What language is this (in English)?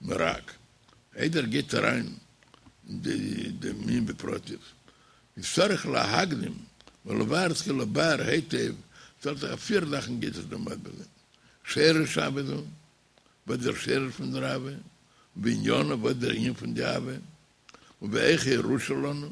Yiddish